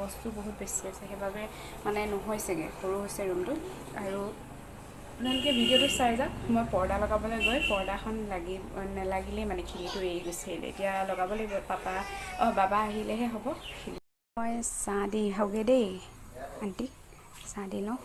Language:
Assamese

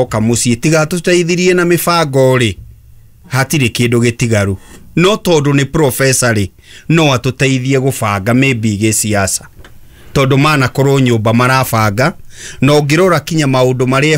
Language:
Kikuyu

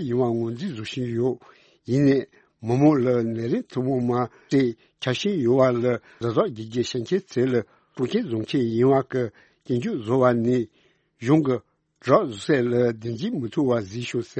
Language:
Tibetan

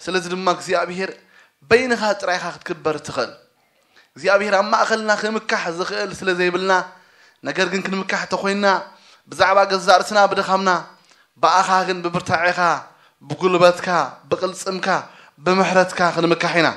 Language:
Tigrinya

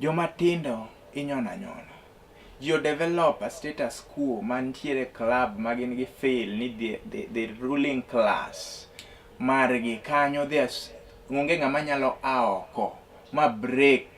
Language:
Luo (Kenya and Tanzania)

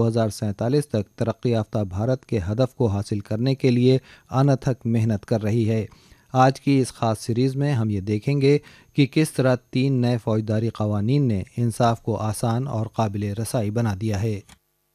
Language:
Urdu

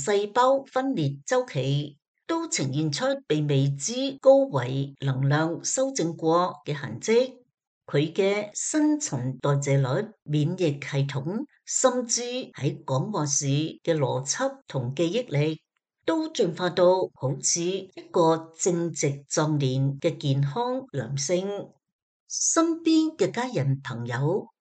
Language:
Cantonese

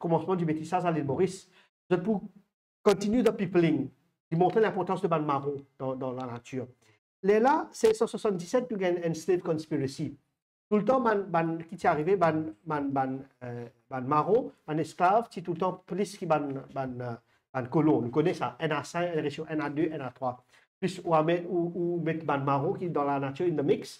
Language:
Morisyen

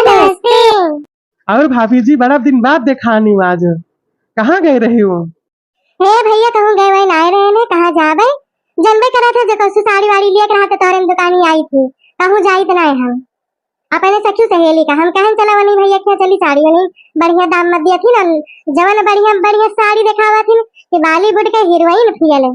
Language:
Awadhi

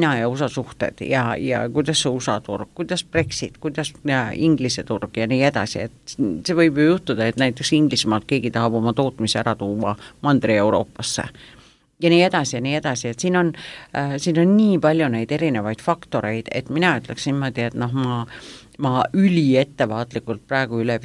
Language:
Estonian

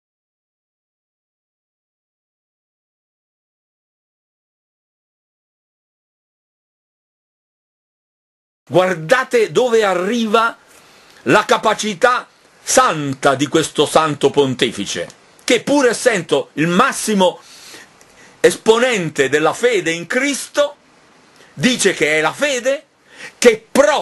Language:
Italian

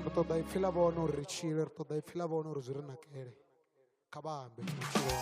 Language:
Venda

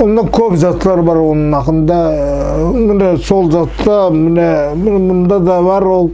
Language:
Nogai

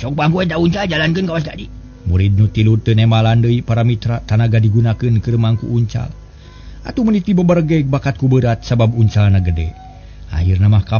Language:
Sundanese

